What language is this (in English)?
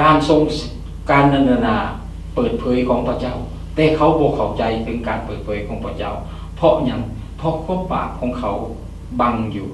Lao